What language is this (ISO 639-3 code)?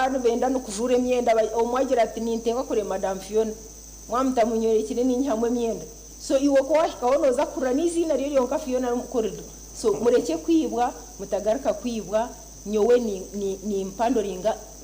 nyn